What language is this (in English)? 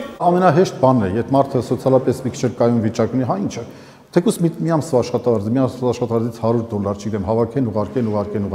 Armenian